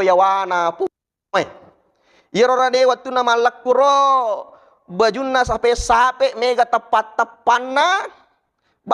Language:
Buginese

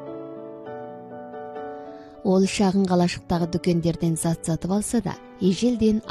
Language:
Kazakh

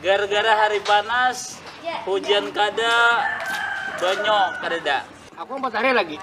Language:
Banjar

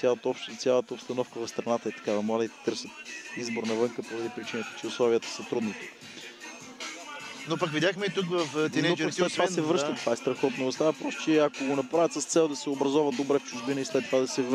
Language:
Bulgarian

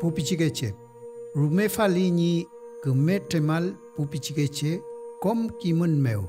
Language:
Mapuche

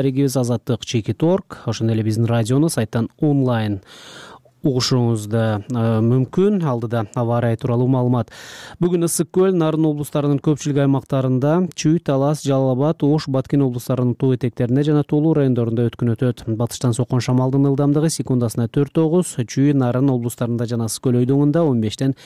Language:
Kyrgyz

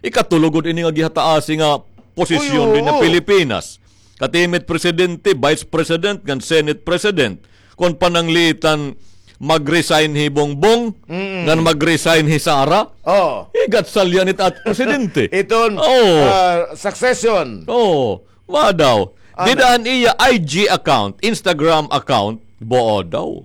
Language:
Waray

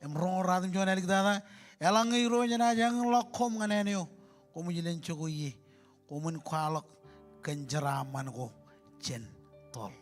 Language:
Marshallese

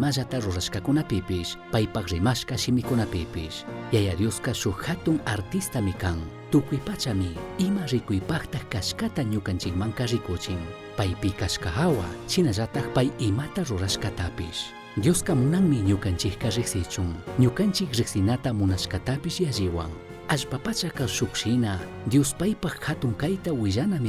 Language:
Chimborazo Highland Quichua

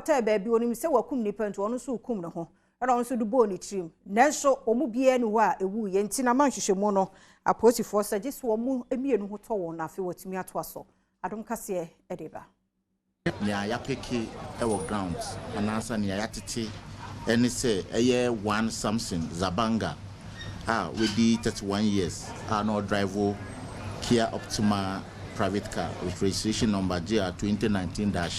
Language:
Akan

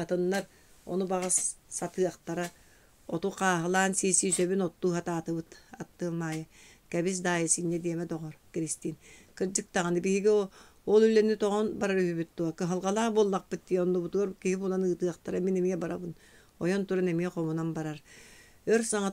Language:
Yakut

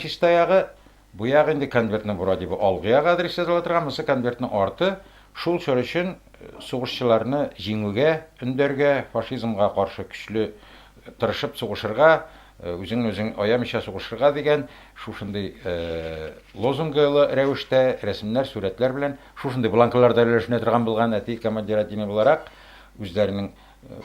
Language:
Tatar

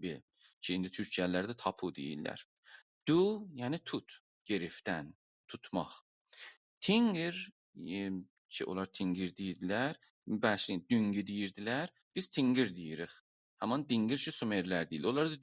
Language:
South Azerbaijani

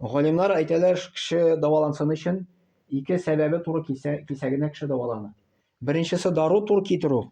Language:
Tatar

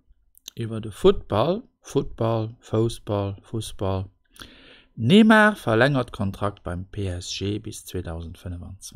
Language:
Luxembourgish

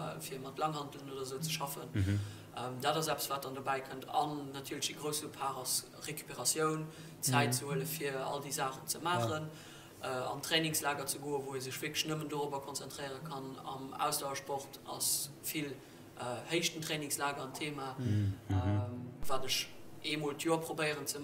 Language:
Luxembourgish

